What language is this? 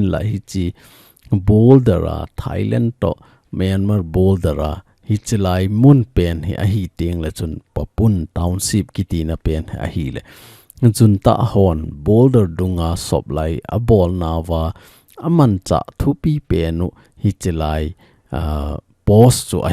Thado Chin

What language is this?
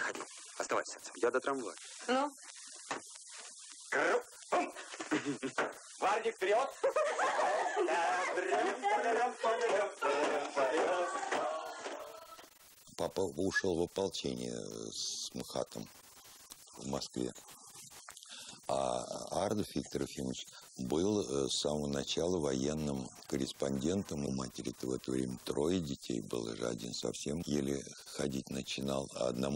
Russian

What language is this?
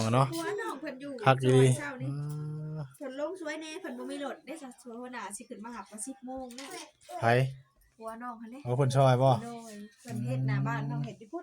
Northeastern Thai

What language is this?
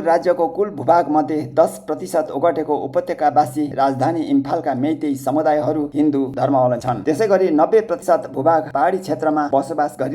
Nepali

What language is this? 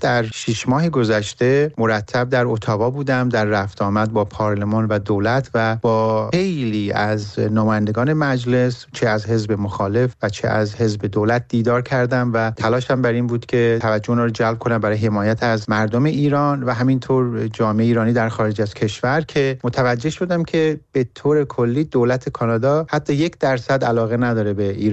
Persian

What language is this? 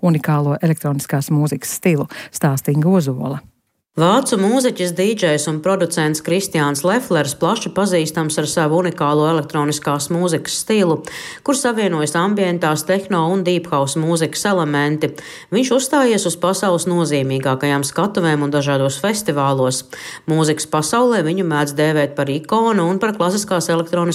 Latvian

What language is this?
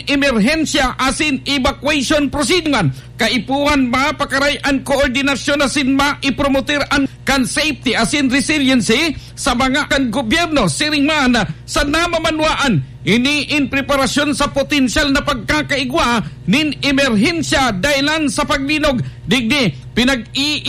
Bikol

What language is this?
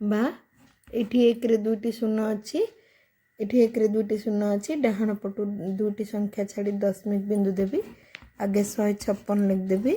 Odia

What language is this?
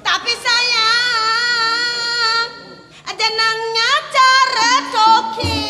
Balinese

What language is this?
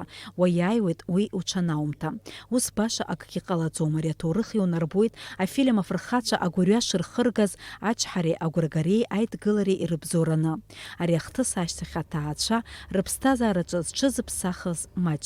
Abkhazian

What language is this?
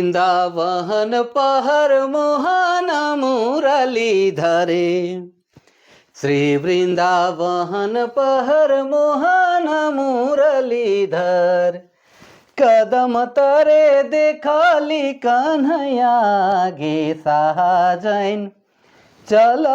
Sadri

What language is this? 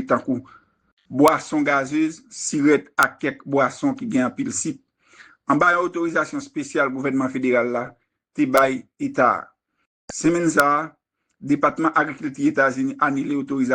Haitian Creole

